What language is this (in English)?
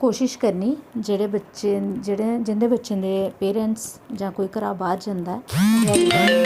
Dogri